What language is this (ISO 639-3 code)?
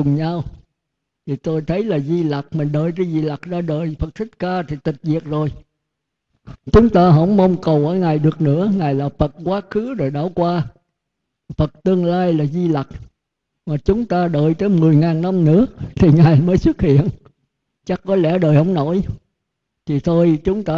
vie